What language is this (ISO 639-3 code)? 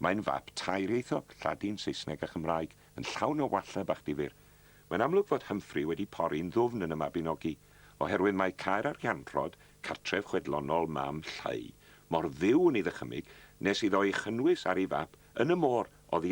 cym